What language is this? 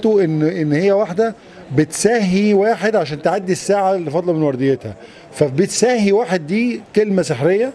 Egyptian Arabic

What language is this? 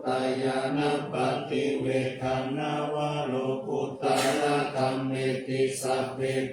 Pali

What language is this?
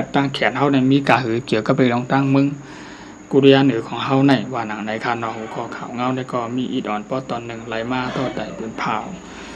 Shan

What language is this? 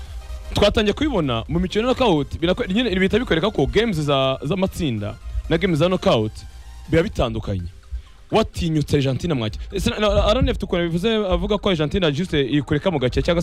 Kinyarwanda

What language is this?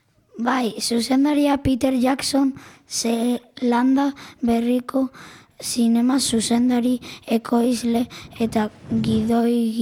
Basque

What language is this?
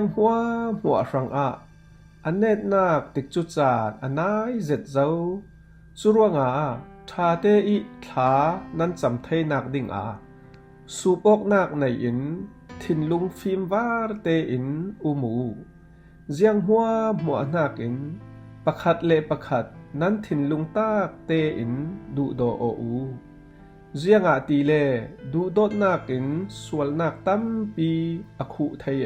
Falam Chin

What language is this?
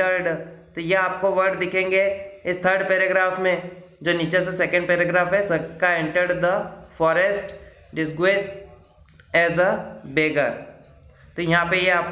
Hindi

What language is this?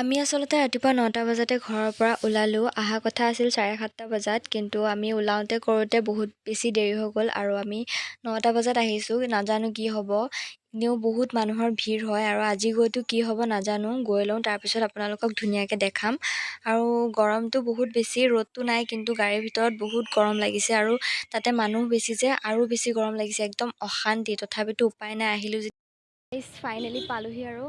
Assamese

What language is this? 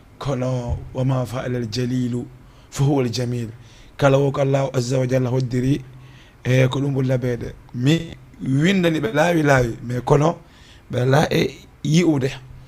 Fula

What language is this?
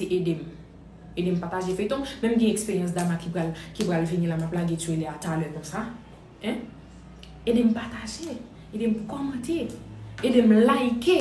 Haitian Creole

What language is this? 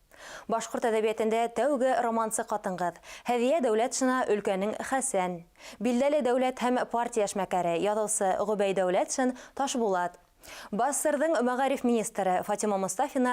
Bashkir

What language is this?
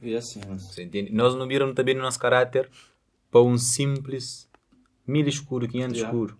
Kabuverdianu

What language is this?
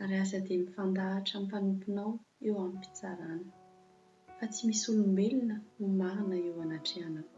Malagasy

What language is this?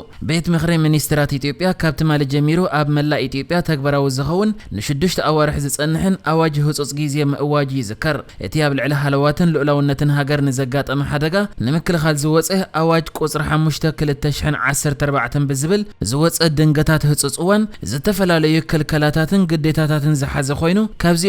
Tigrinya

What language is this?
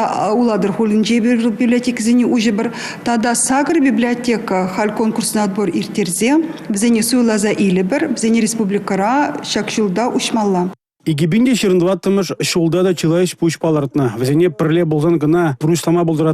Chuvash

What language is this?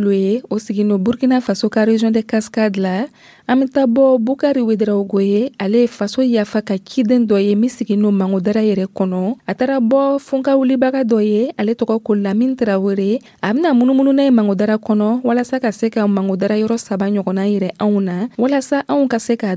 Dyula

